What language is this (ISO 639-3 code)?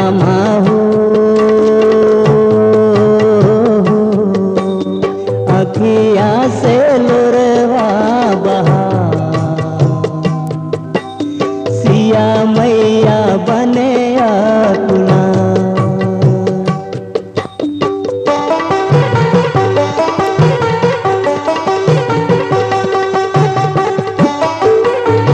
bho